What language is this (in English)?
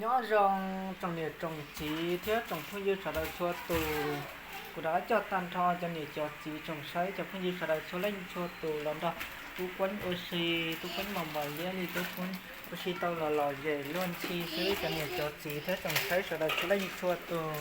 Hmong